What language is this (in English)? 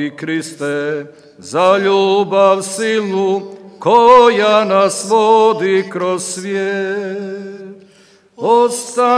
Croatian